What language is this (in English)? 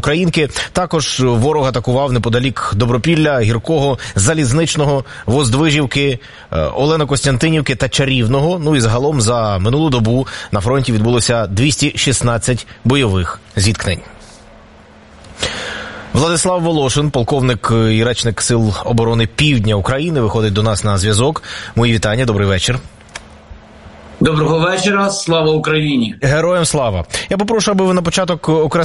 Ukrainian